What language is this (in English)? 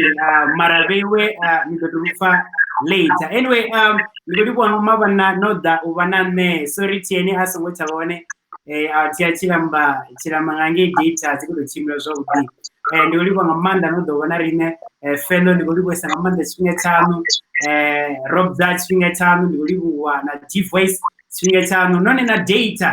Venda